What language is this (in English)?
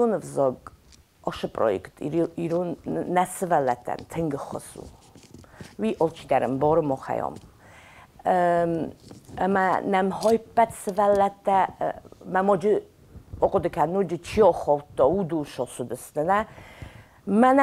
Ossetic